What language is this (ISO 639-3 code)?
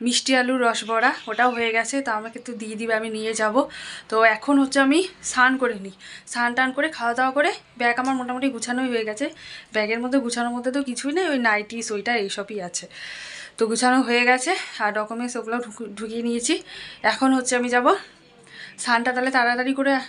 ben